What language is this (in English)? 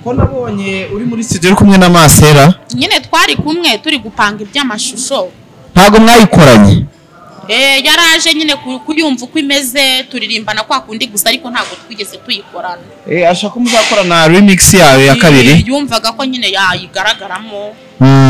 Kinyarwanda